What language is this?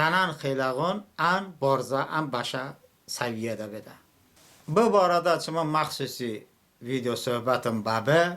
Talysh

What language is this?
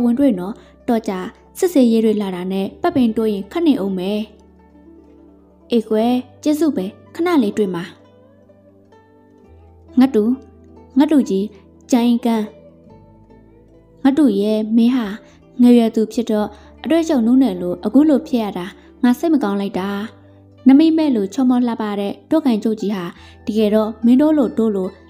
Burmese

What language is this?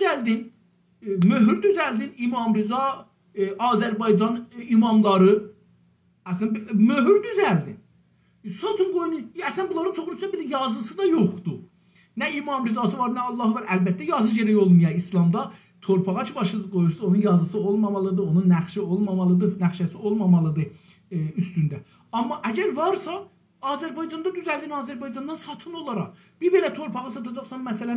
South Azerbaijani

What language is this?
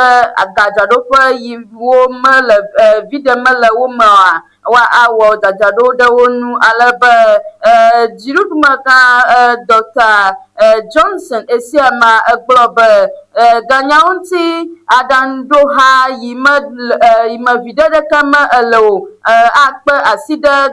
Ewe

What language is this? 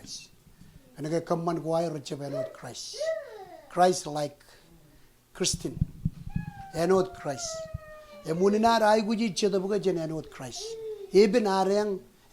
Marshallese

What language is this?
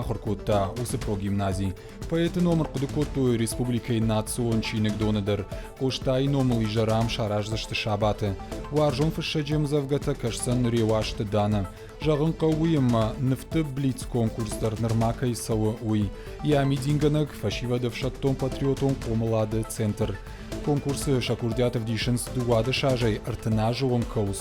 Ossetic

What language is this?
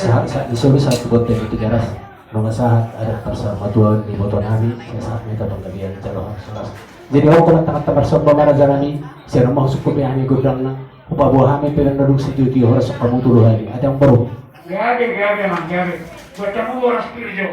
Batak Toba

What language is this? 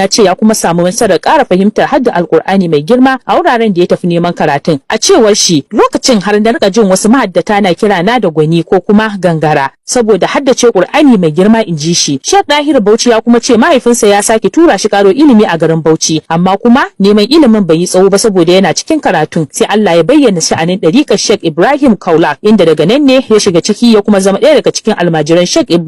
Hausa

